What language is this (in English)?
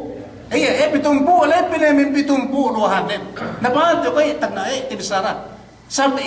Yakan